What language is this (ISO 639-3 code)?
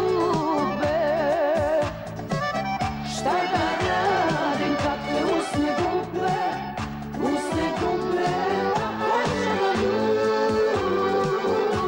srp